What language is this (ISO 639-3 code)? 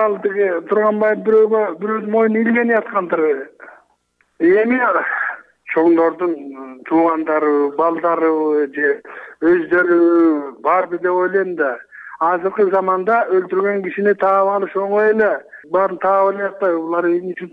kir